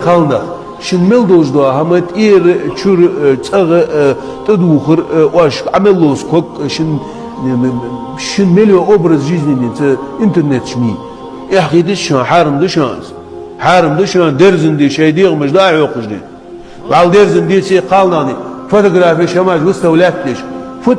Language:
Chechen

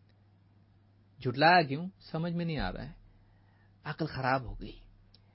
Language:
Urdu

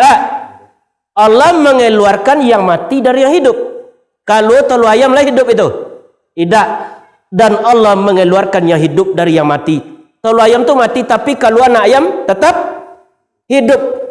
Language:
Minangkabau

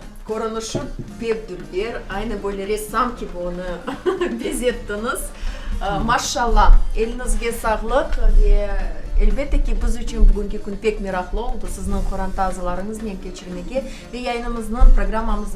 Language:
Crimean Tatar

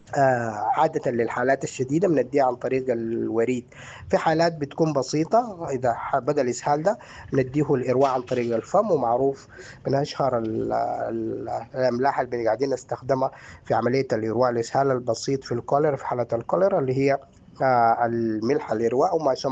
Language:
Sudanese Arabic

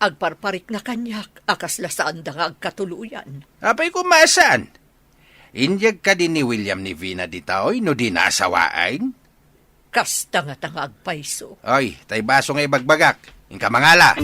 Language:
Iloko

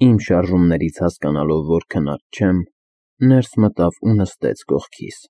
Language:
Armenian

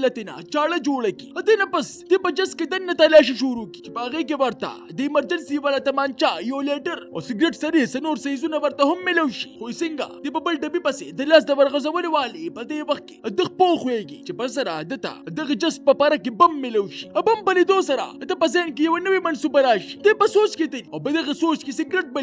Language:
Pashto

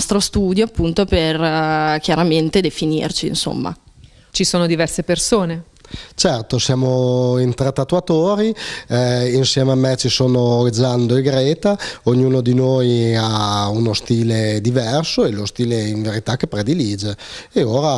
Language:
Italian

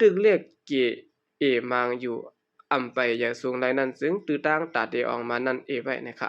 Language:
Shan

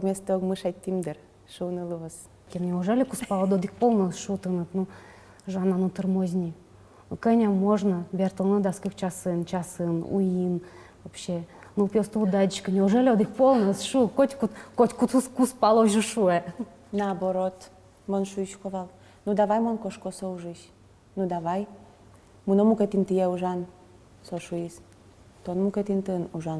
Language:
Udmurt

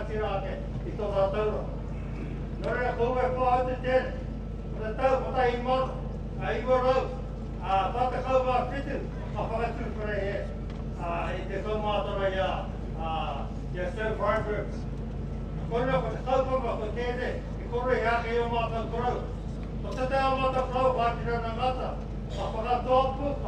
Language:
Māori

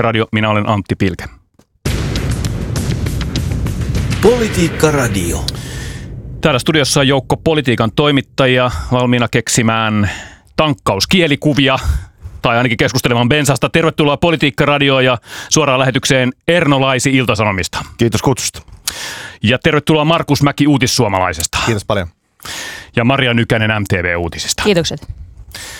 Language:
Finnish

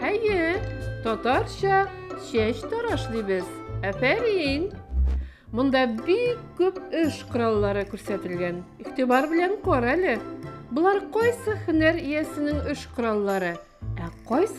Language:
Tatar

